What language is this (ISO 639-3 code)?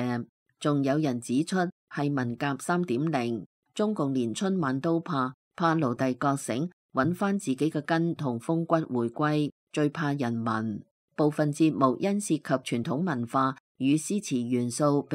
yue